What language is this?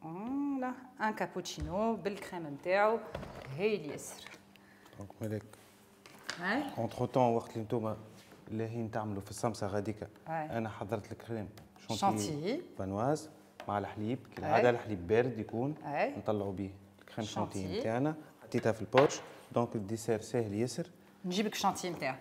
Tunisian Arabic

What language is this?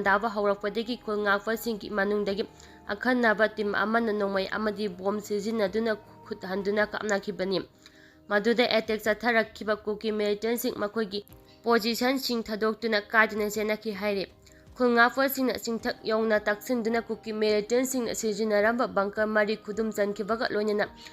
Manipuri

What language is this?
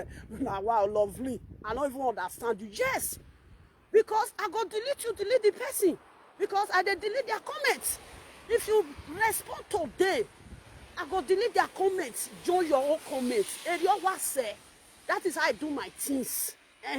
Nigerian Pidgin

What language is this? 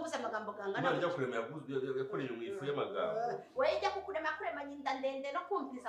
Kinyarwanda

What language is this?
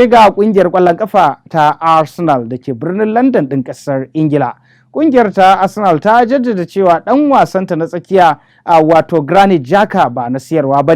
Hausa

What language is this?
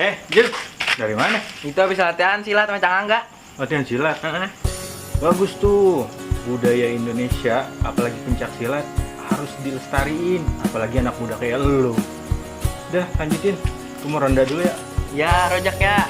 Betawi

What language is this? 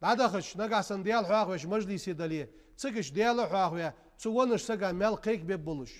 Ingush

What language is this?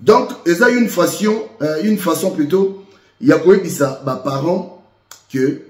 Lingala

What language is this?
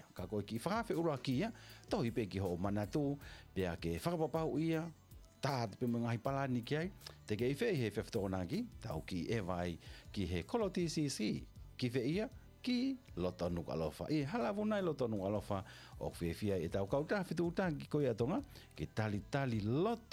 Tongan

